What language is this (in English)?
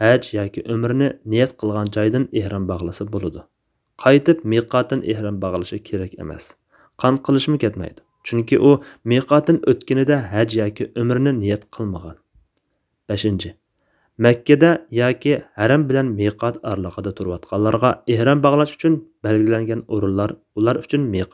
Uyghur